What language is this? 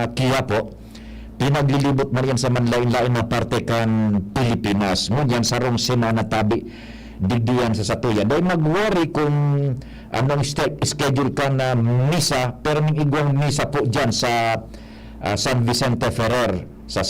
Bikol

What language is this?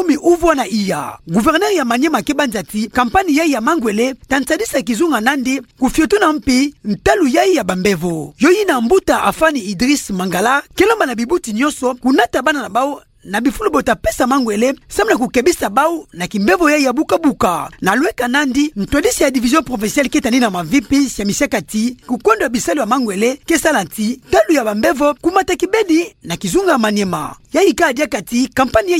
Kituba (Democratic Republic of Congo)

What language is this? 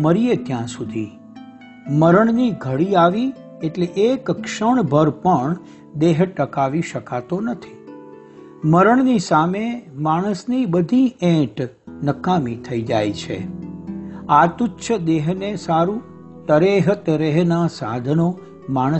Gujarati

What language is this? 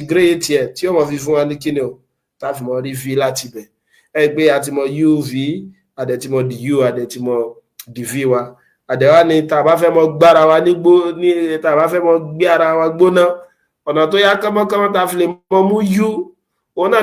Yoruba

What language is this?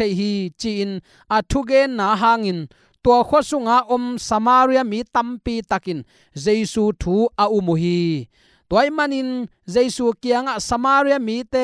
Tedim Chin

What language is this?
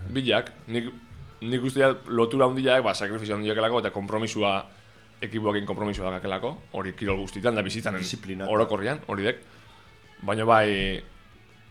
Basque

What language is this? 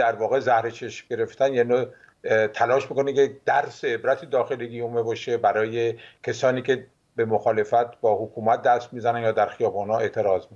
Persian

